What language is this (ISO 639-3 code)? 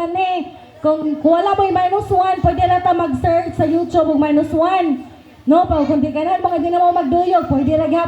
ceb